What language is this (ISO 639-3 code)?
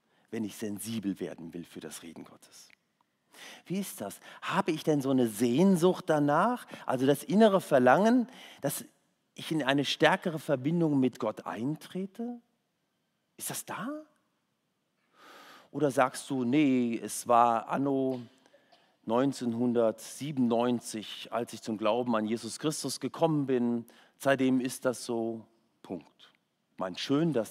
deu